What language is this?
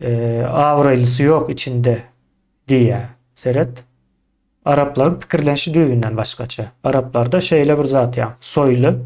Turkmen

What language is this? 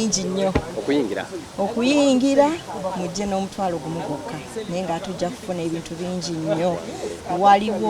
Ganda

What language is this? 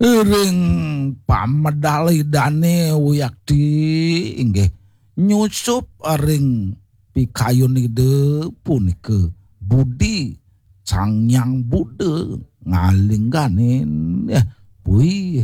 Balinese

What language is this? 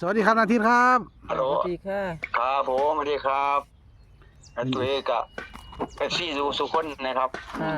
Northeastern Thai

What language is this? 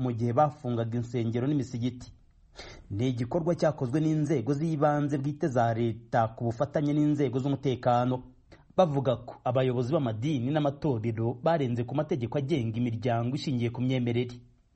Kinyarwanda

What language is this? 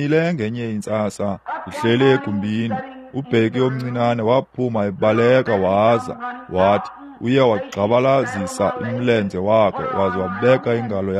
Xhosa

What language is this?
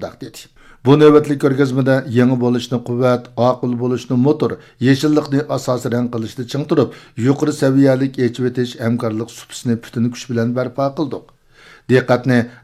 Uyghur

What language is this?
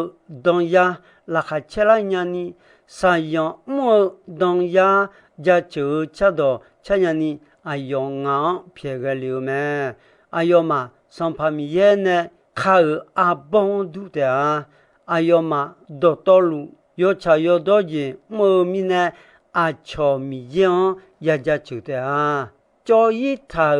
Akha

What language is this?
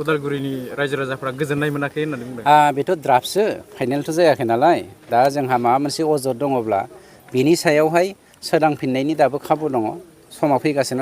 Bodo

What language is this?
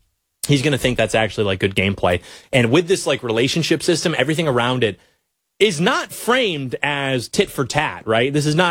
English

